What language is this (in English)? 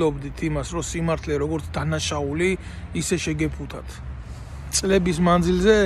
Georgian